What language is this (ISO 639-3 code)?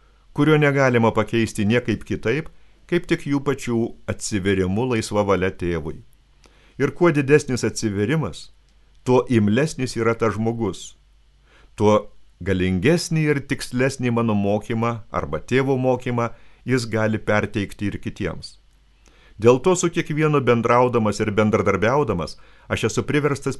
lit